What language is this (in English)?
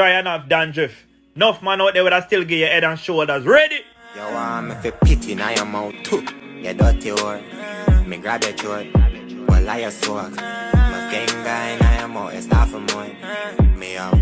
Jamaican Creole English